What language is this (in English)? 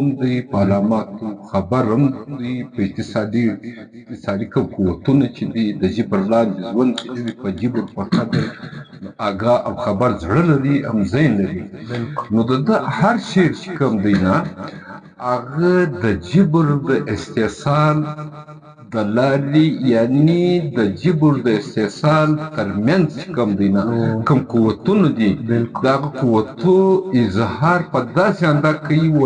Pashto